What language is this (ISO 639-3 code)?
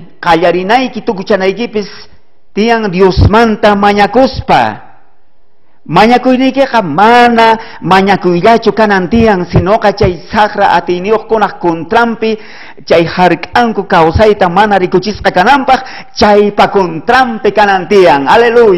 quh